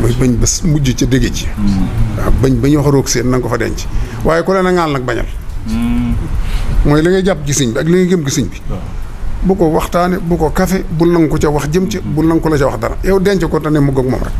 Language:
Wolof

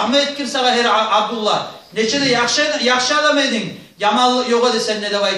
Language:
Kumyk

